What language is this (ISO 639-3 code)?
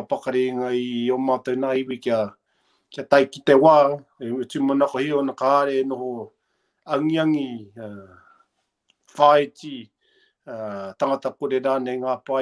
mri